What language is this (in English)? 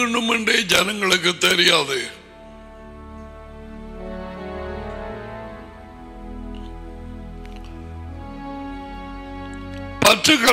Tamil